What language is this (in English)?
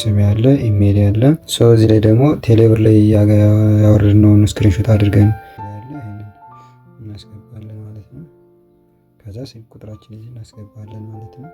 Amharic